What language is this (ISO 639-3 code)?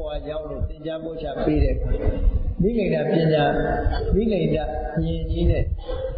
mya